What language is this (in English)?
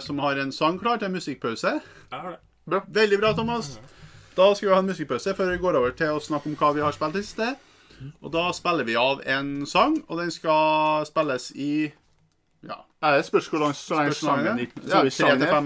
Norwegian